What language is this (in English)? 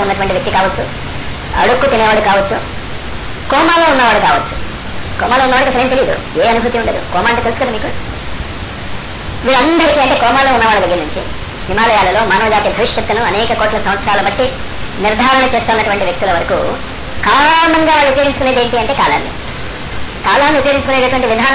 Telugu